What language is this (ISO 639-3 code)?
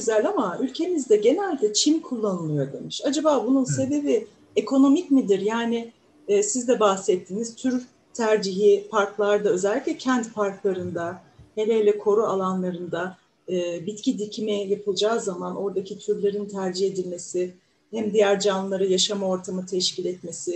tur